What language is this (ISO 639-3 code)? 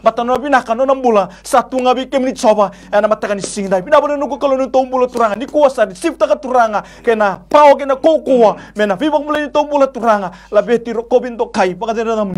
fij